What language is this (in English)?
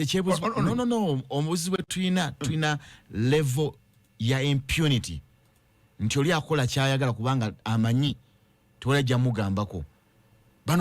Ganda